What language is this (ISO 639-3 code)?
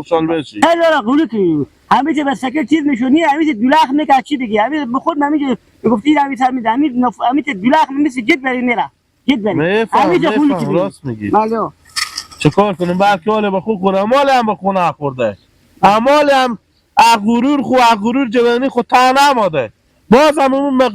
haz